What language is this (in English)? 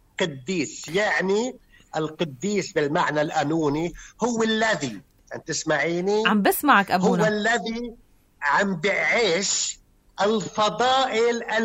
North Levantine Arabic